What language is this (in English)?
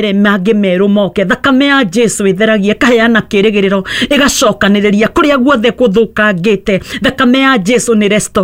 Kikuyu